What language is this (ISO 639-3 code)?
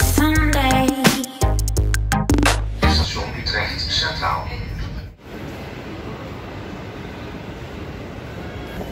nld